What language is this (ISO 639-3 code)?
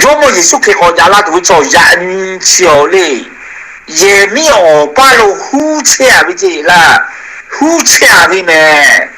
lhu